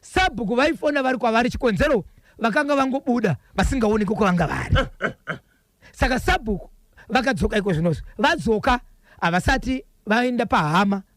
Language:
Shona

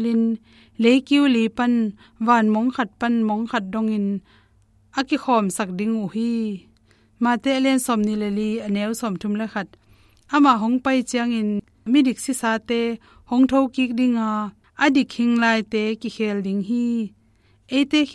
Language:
Tedim Chin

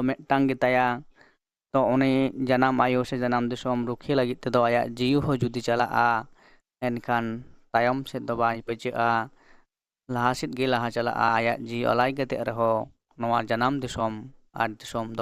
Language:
Santali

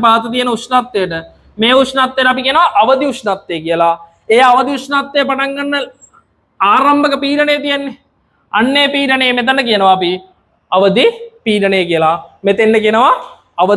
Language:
Sinhala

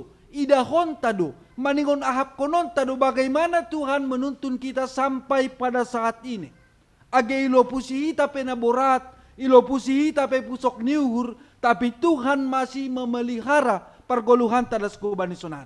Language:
Batak Simalungun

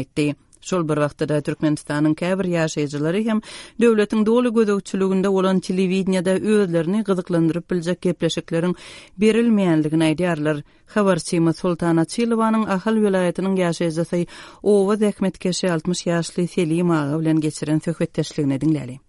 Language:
Turkmen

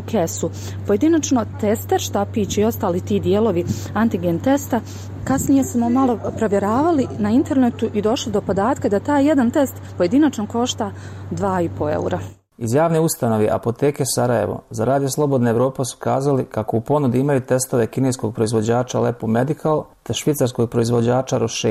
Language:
Bosnian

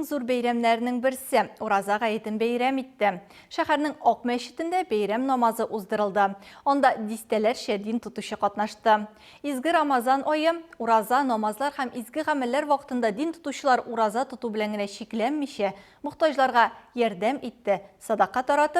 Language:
Tatar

